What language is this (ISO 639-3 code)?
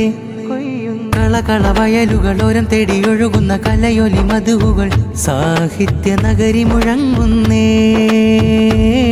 mal